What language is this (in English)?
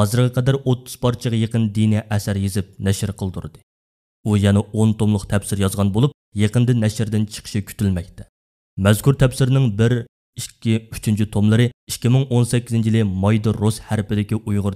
Uyghur